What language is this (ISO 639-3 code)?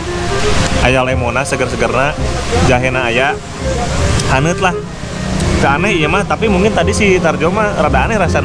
sun